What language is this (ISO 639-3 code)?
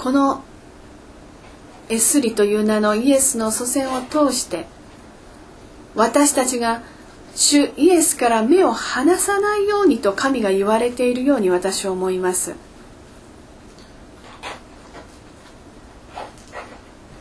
jpn